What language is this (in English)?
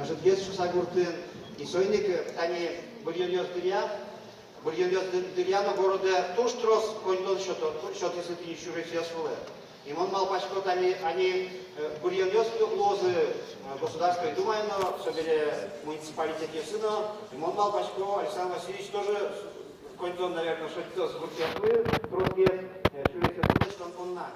Udmurt